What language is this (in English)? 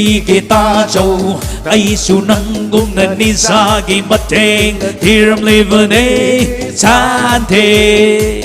Tangkhul Naga (India)